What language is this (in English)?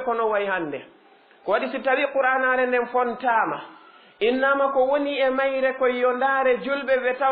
Fula